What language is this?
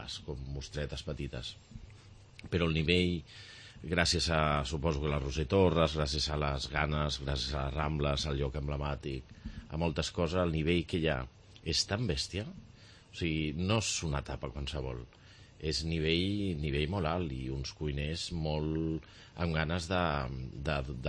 Catalan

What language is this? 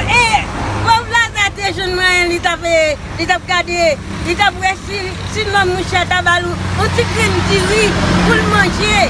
Haitian Creole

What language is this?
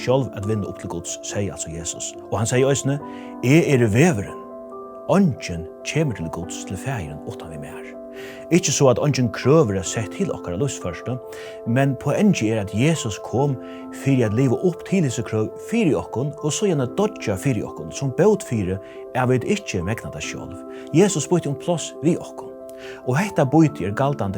Faroese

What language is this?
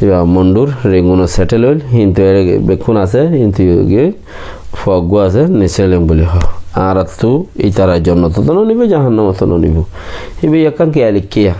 Rohingya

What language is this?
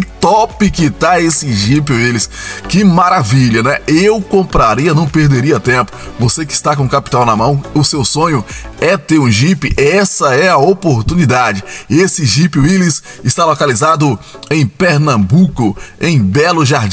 Portuguese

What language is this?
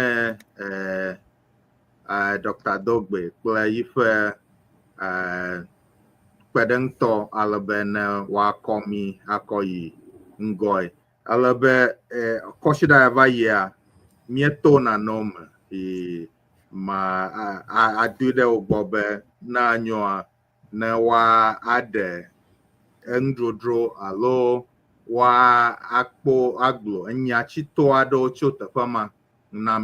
Ewe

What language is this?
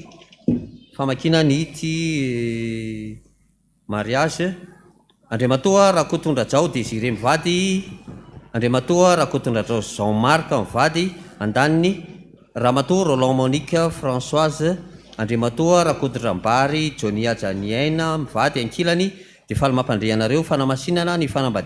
Malagasy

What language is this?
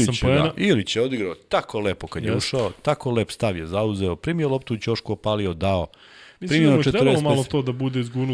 Serbian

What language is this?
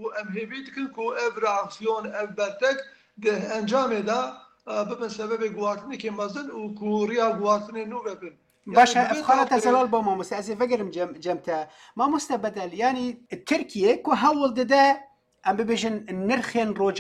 Kurdish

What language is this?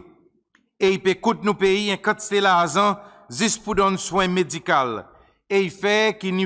Seselwa Creole French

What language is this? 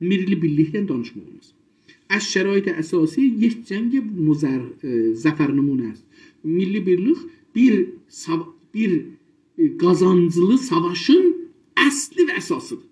South Azerbaijani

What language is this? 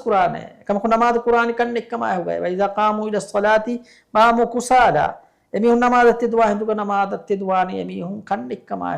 Divehi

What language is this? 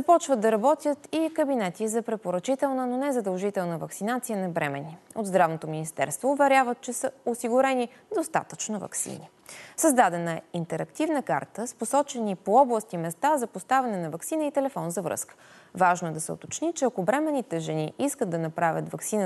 Bulgarian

